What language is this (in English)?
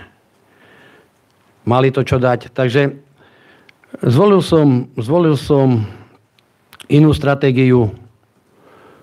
Slovak